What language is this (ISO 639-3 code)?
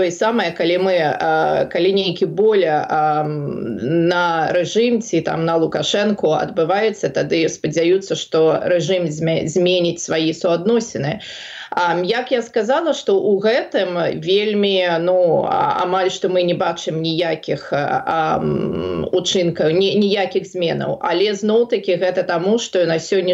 bel